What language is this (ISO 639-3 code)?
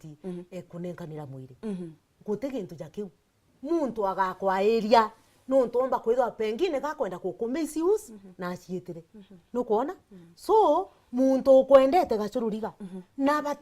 mer